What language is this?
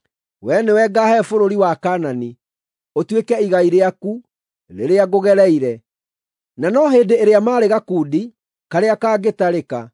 Kikuyu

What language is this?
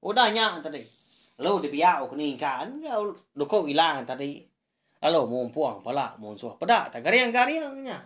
Iban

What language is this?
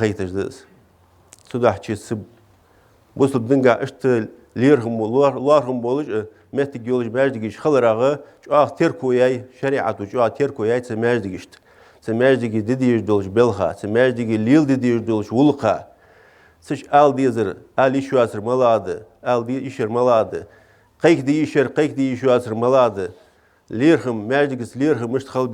Ingush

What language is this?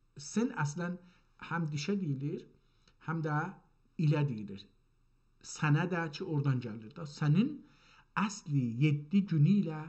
South Azerbaijani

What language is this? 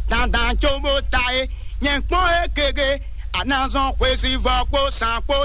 Fon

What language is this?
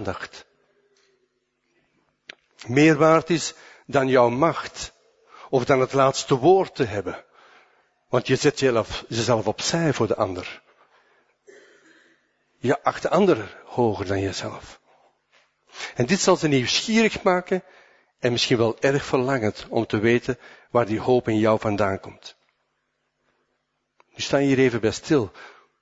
Dutch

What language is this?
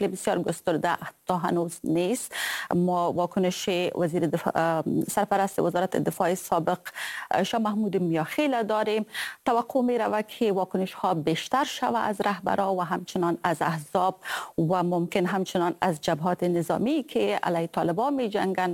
Persian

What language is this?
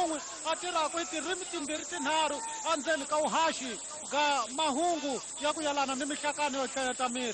Tsonga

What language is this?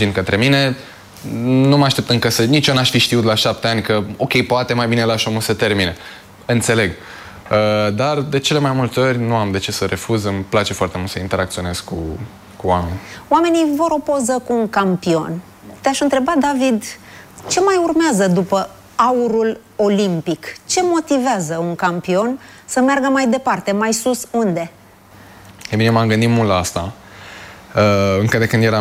Romanian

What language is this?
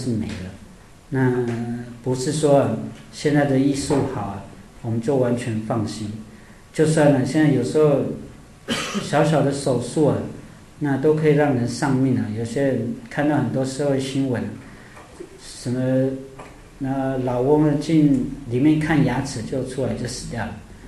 Chinese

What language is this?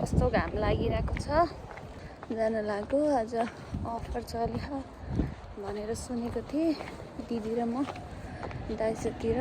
Nepali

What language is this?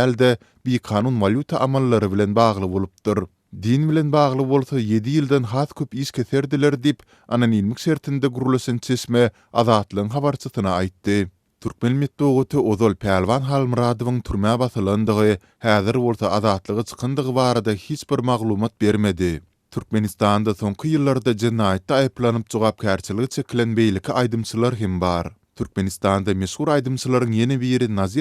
Turkmen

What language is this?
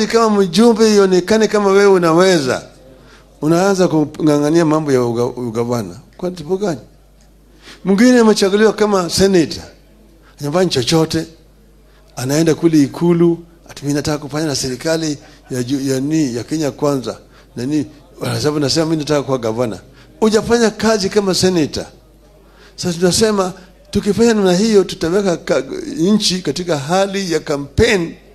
Swahili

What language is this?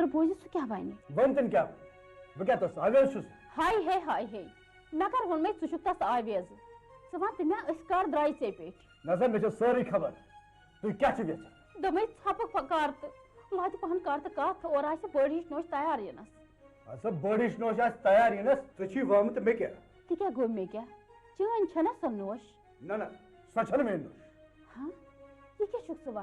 Kashmiri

